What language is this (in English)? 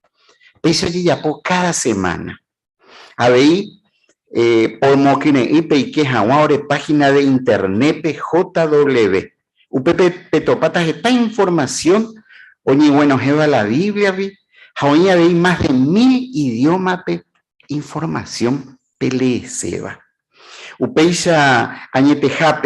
Guarani